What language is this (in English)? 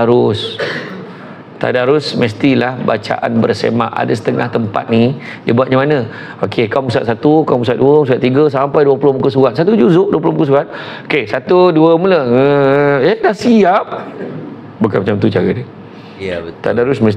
Malay